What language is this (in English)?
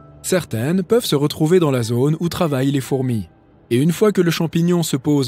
French